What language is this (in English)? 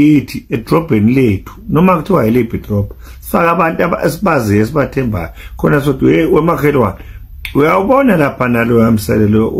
Zulu